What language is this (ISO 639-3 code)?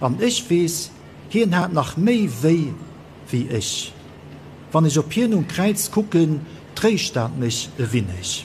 ltz